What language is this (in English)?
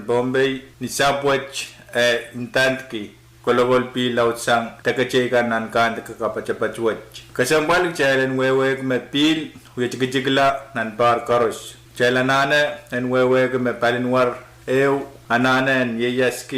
Pohnpeian